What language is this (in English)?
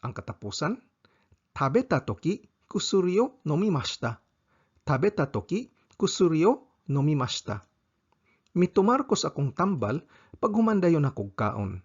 Cebuano